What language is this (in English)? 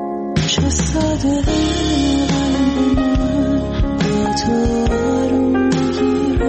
Persian